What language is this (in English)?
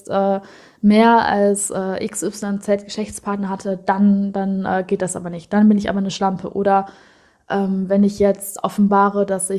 German